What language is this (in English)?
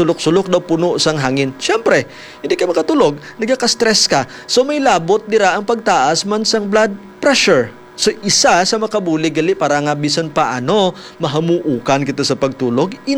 Hiligaynon